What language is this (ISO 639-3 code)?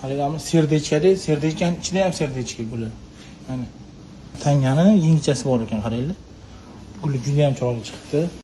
uzb